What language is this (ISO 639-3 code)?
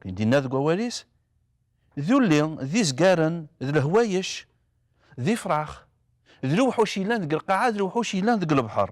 kab